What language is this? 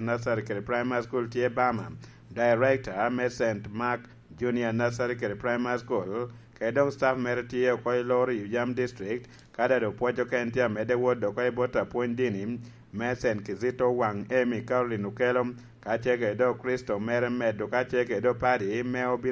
Lango (Uganda)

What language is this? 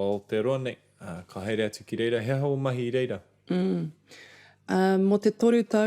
Māori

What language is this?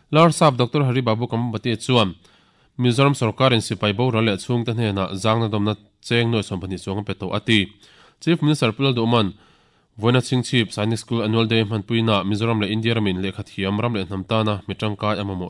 Mizo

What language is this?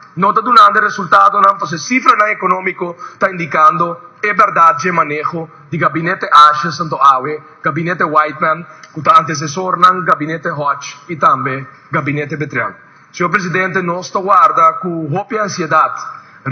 Papiamento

